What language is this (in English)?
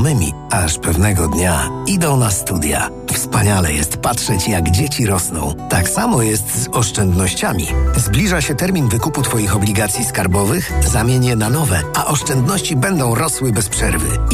Polish